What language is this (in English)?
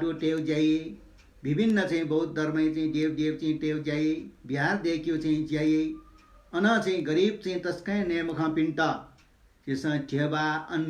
Newari